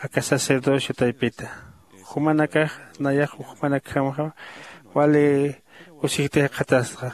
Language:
Aymara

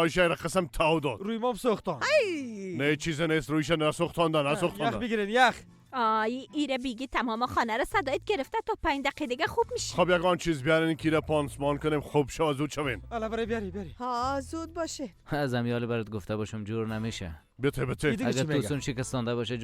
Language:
Persian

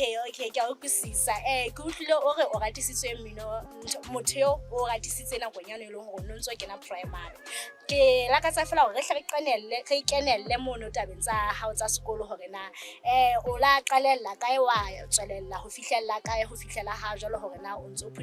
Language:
Southern Sotho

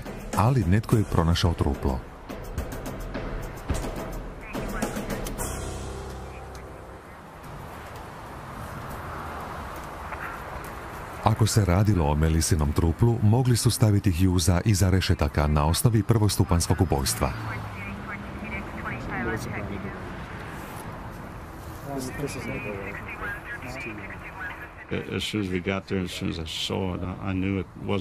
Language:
Croatian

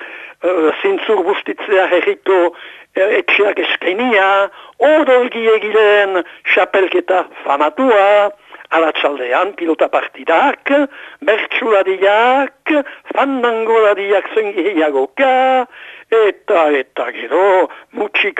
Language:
Basque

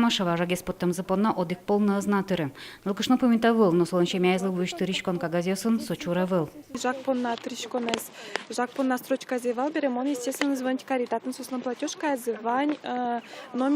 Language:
Udmurt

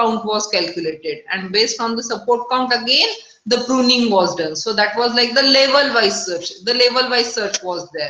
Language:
English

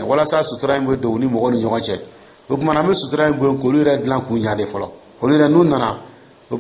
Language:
Dyula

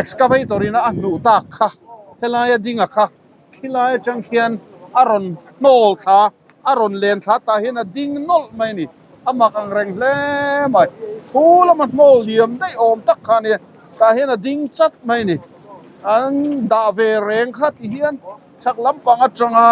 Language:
Mizo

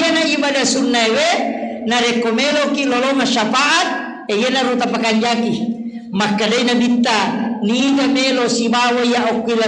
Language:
Buginese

